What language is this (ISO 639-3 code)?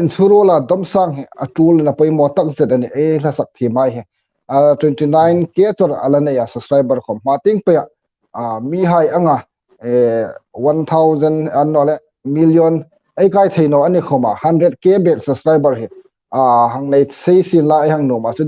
hmr